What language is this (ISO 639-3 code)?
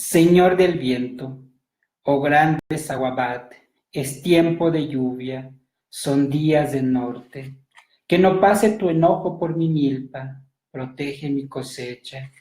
tzo